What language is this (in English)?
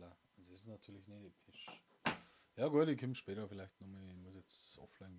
Bavarian